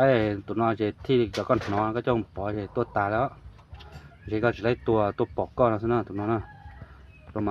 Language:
Hmong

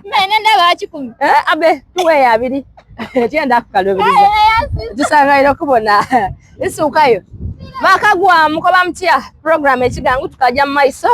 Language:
Soga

